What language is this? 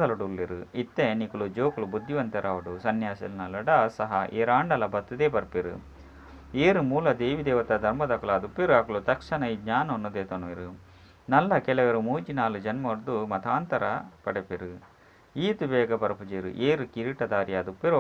Tulu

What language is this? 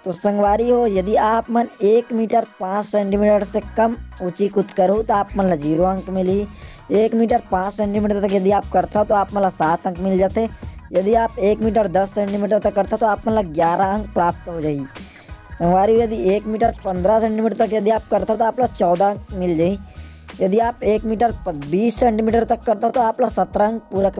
Chhattisgarhi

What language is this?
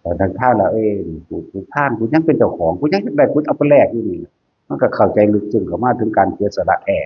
Northeastern Thai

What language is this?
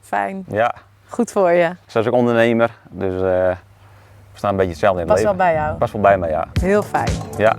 Western Frisian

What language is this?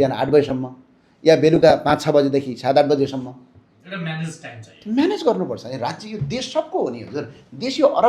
Nepali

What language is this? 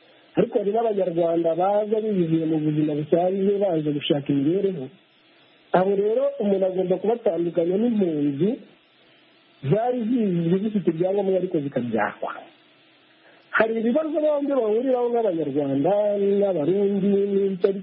Kinyarwanda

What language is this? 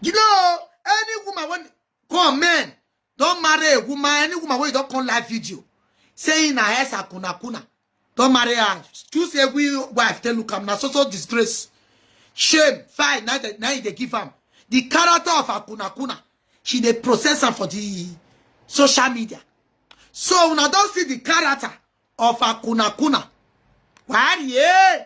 Nigerian Pidgin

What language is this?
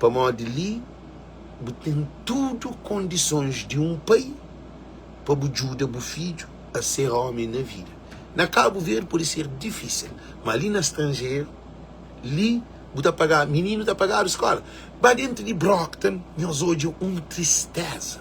Kabuverdianu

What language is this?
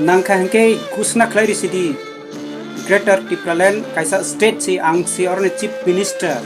Kok Borok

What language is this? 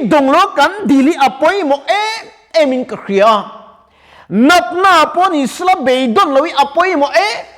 Mizo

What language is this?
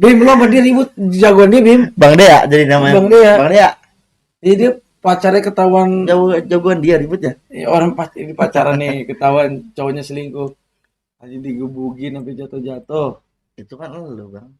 Betawi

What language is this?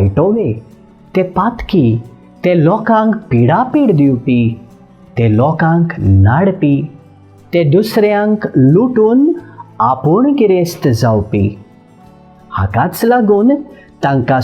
Konkani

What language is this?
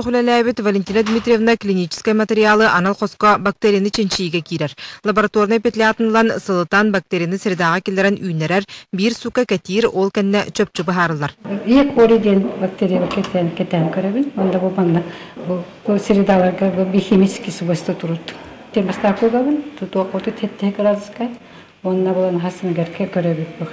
Yakut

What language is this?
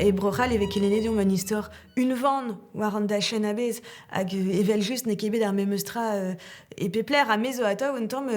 Breton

